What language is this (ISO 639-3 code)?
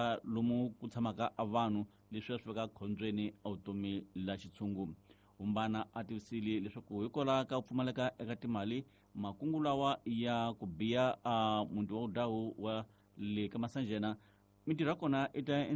tso